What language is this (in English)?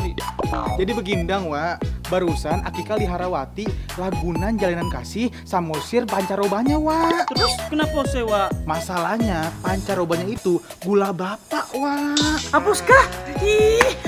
Betawi